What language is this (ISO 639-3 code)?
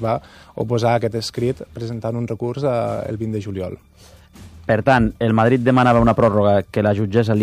cat